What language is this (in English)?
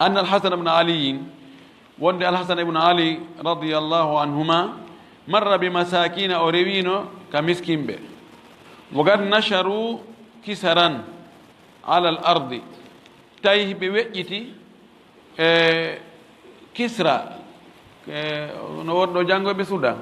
Fula